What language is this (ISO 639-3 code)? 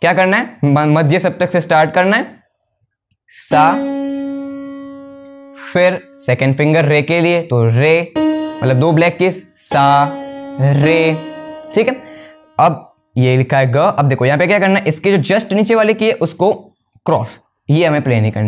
hin